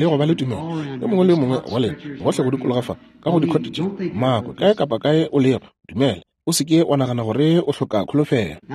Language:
Northern Sotho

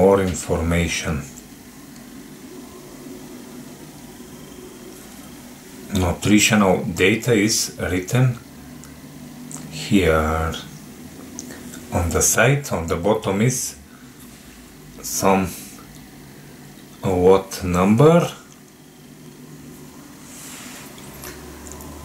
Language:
English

